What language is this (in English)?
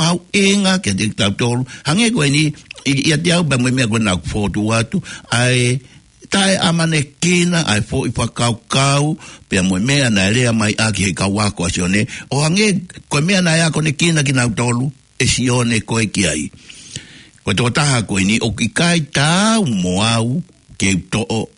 Tongan